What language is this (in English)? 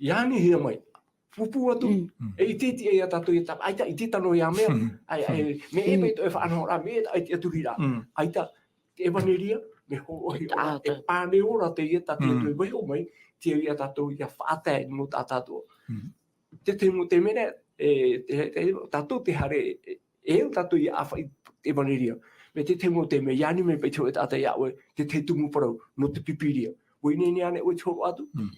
Tahitian